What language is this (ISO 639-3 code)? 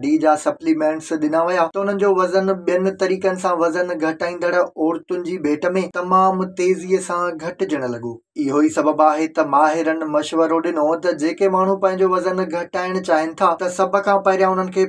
snd